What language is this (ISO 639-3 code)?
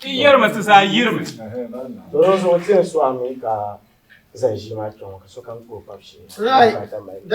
dag